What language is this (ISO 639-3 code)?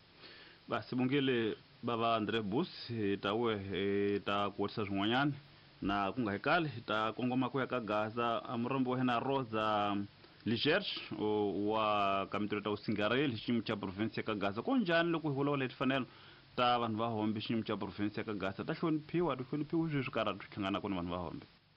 tso